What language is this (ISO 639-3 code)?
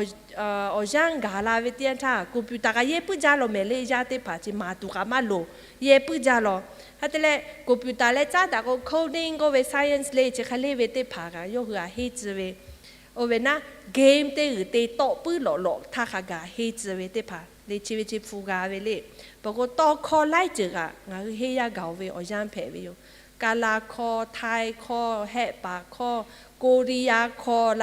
lhu